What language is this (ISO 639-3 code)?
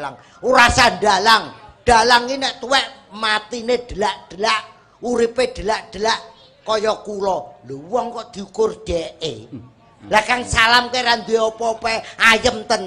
jav